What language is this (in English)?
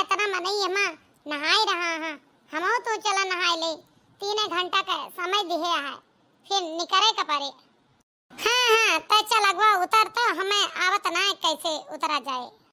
Awadhi